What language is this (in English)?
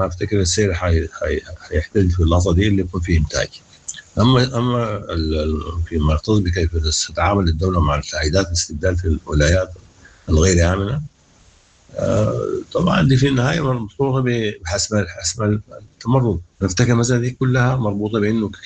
Sudanese Arabic